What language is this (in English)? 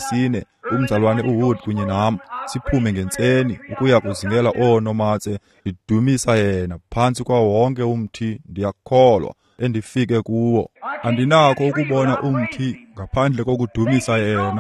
Xhosa